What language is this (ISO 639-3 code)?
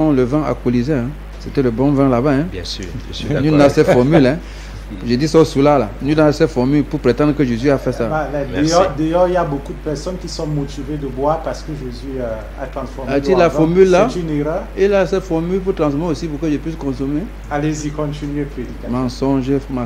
fra